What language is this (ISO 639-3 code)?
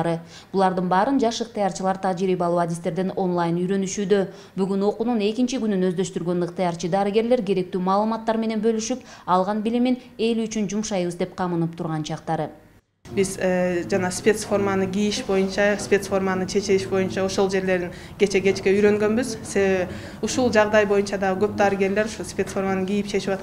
kir